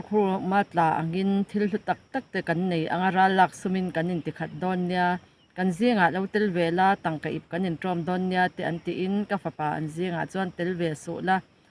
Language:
Mizo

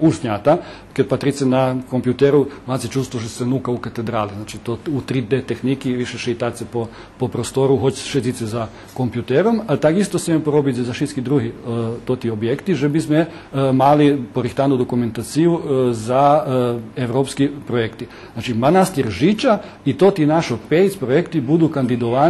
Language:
Rusyn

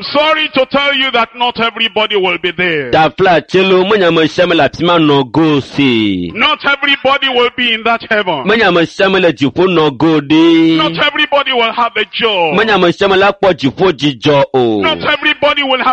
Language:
Ewe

